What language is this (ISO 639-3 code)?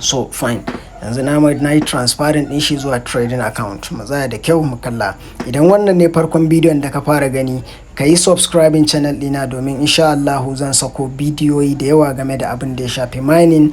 hau